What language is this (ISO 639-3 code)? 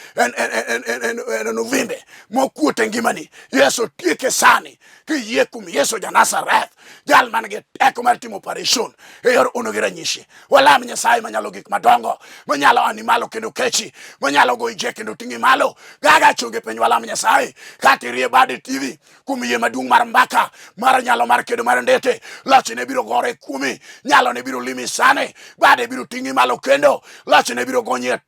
luo